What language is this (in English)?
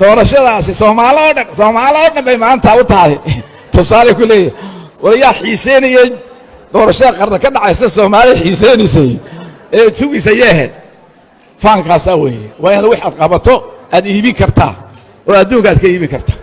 Somali